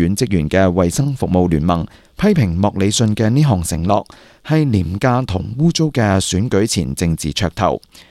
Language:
Cantonese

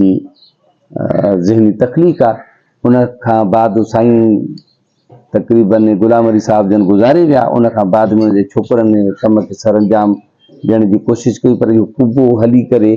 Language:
Sindhi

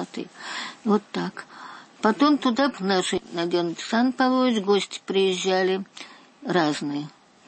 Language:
Russian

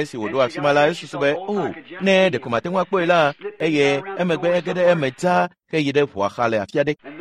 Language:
Ewe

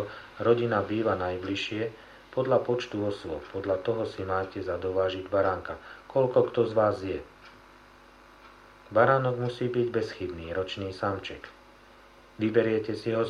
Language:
Slovak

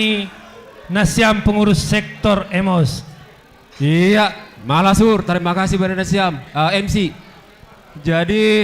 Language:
Batak Simalungun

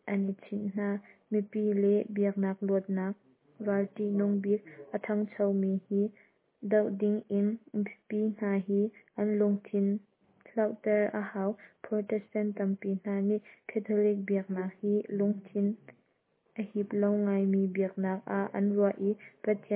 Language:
Hakha Chin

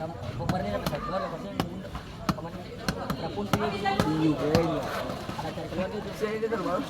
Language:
Ambonese Malay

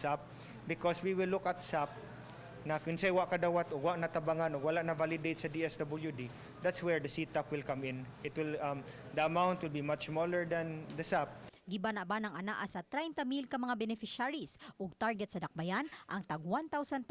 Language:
Cebuano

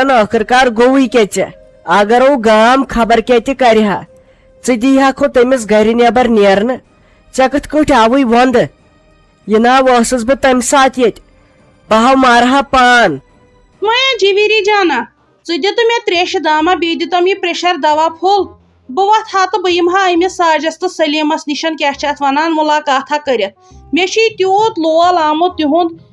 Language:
Kashmiri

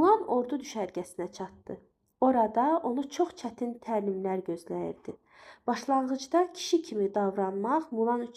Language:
Azerbaijani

